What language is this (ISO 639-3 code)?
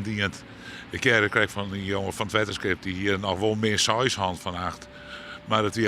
fry